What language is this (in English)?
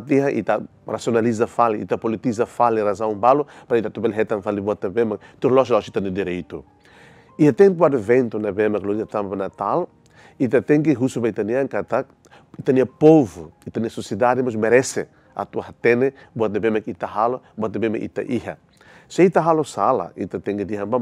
Tetum